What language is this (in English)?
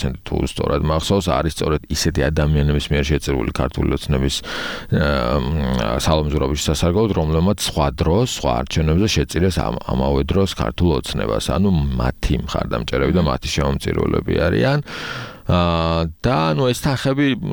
Georgian